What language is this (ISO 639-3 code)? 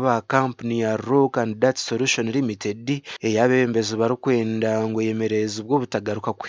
nyn